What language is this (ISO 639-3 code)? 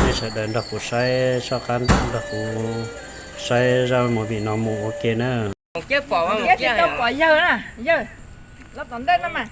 hmn